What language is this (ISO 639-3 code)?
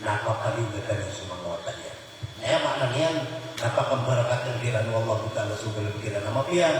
mrw